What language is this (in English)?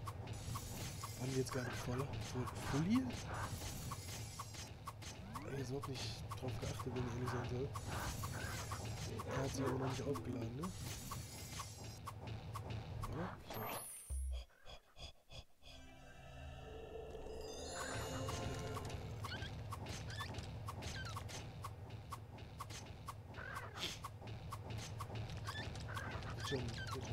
German